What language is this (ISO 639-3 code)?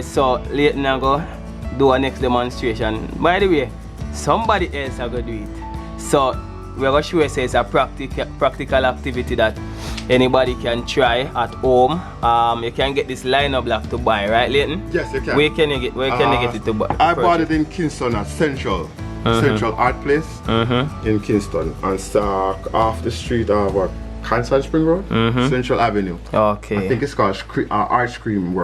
jam